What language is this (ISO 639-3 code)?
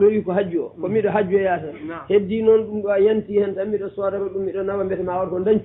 ful